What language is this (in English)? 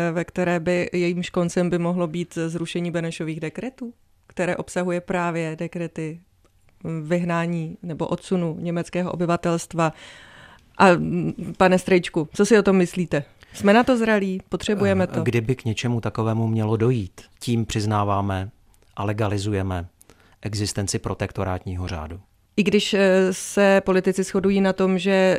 Czech